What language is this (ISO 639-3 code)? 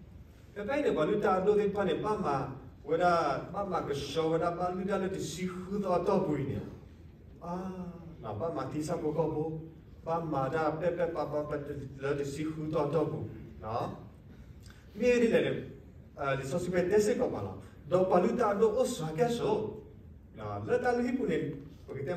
ksw